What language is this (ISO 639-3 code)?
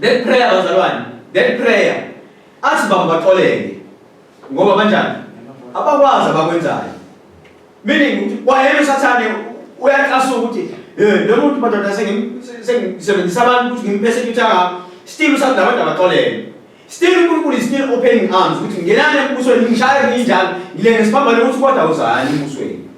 zul